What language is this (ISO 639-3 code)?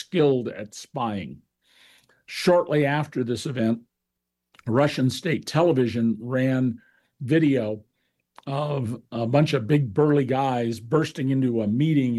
eng